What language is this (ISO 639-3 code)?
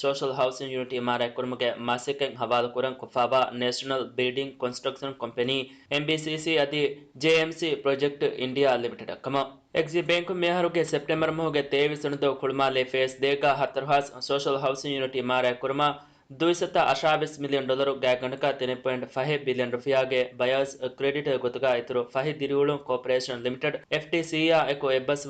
div